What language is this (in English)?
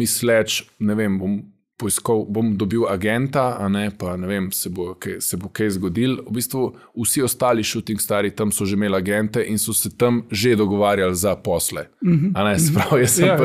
Slovenian